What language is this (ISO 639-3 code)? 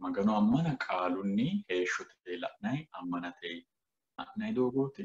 sid